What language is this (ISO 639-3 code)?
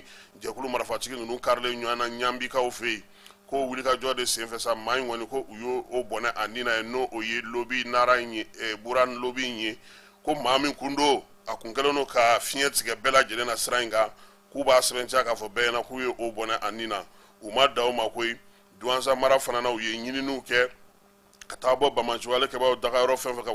bam